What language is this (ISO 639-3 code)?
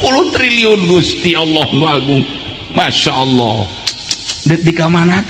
sun